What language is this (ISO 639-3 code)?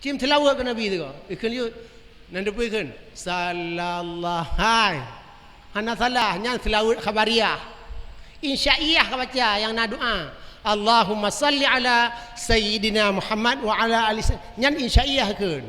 ace